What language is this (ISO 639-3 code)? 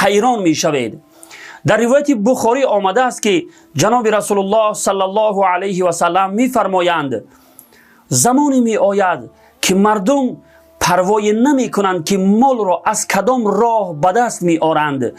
tgk